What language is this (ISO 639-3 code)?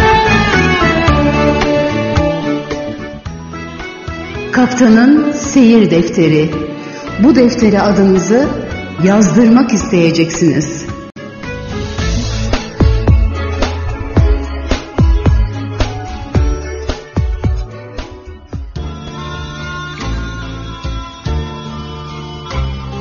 tur